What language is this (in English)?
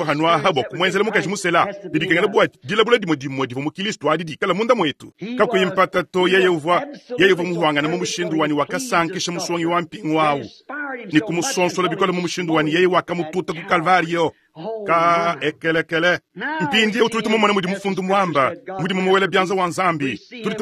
Luba-Lulua